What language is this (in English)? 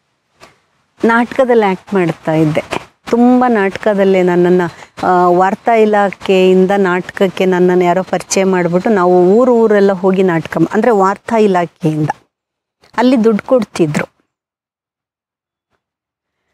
Kannada